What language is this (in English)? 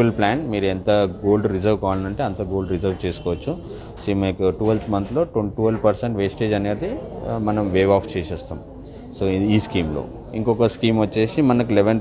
Telugu